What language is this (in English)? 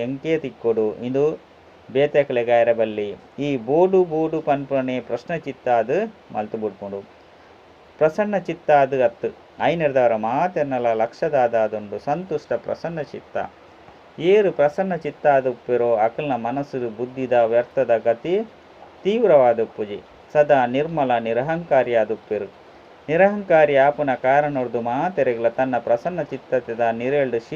Tulu